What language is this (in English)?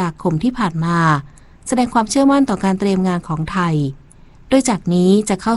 Thai